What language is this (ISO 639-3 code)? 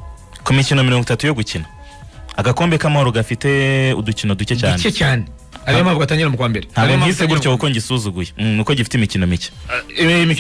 kin